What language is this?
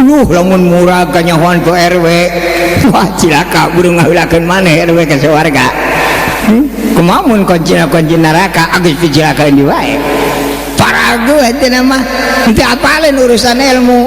Sundanese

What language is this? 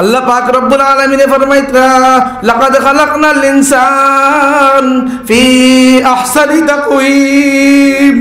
Sylheti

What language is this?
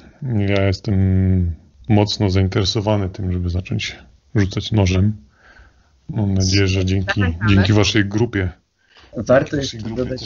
Polish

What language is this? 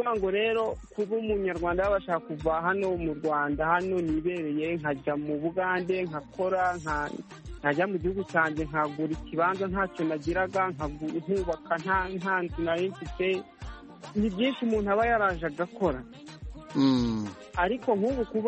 Kinyarwanda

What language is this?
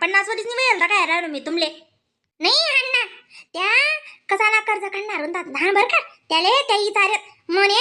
Khandesi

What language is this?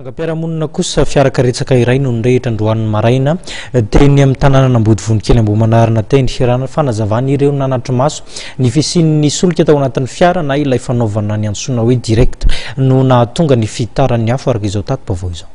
Malagasy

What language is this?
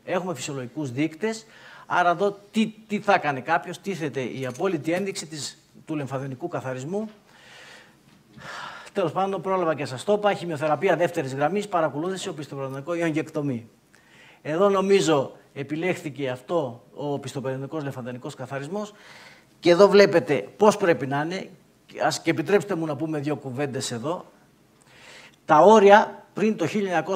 Greek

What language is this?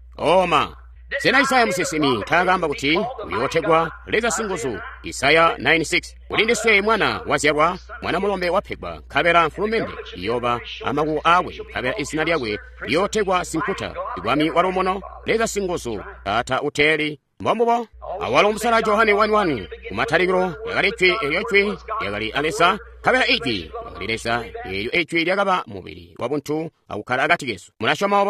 Tonga (Zambia)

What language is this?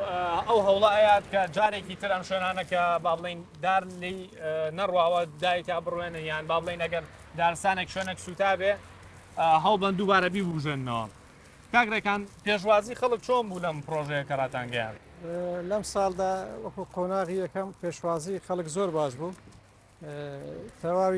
Central Kurdish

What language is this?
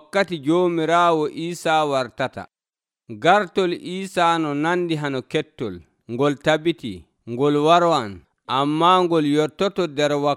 Nigerian Fulfulde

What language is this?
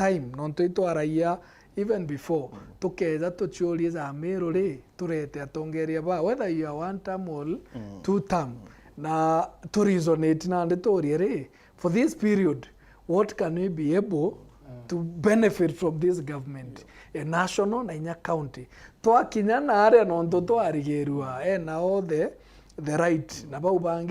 Meru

